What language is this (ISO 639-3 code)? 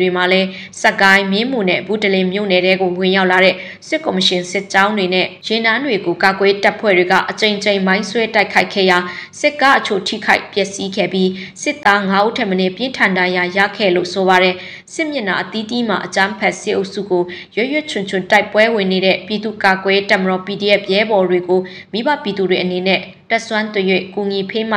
mya